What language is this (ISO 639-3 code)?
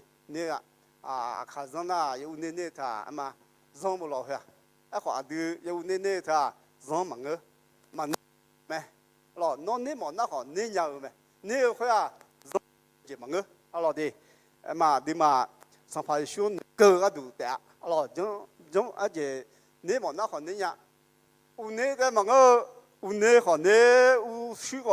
ahk